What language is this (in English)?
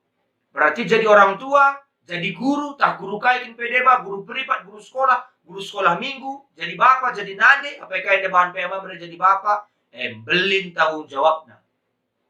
Batak Karo